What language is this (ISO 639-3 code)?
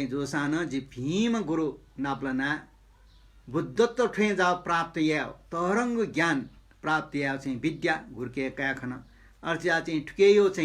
new